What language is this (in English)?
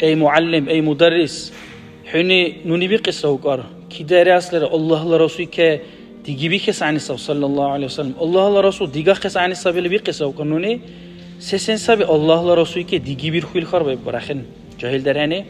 Dargwa